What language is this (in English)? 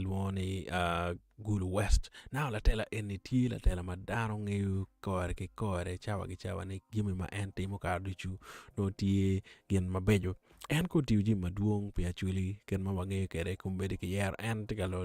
Acoli